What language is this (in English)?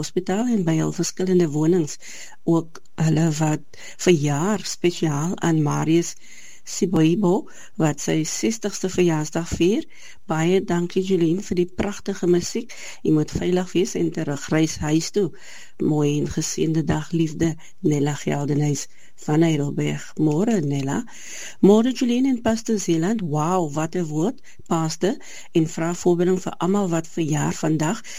Afrikaans